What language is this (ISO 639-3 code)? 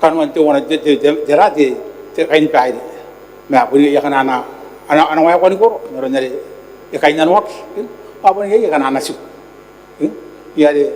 gil